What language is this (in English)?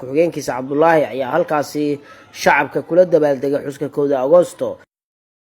Somali